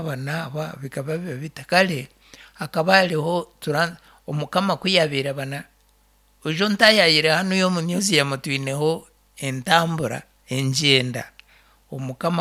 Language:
Nyankole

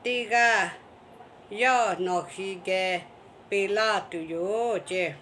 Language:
Lahu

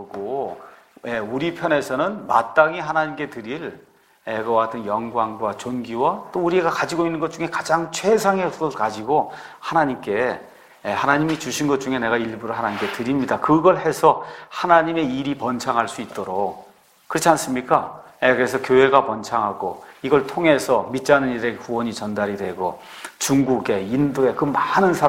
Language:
Korean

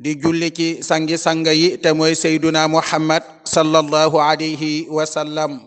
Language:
Wolof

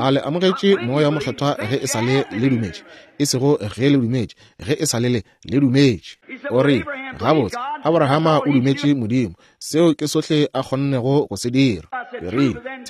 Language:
Northern Sotho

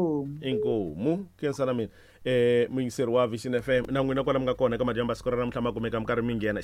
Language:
Tsonga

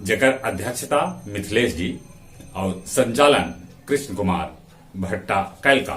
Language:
Magahi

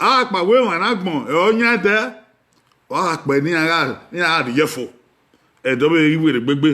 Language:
Bini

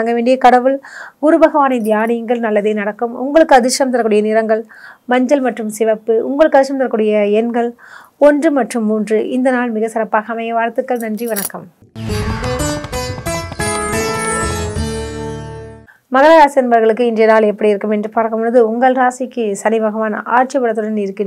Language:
Tamil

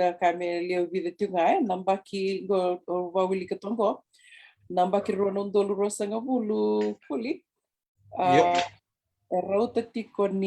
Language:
Fijian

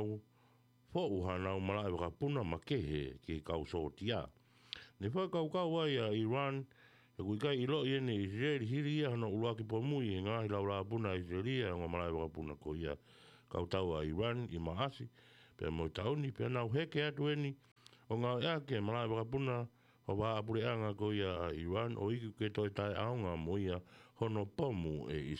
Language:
Tongan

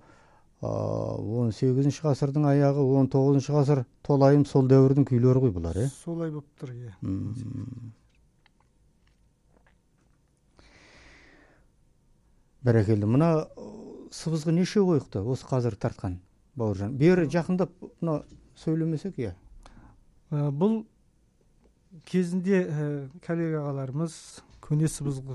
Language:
Kazakh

